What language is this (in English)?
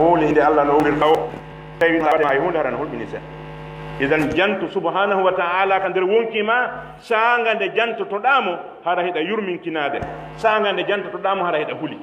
Pular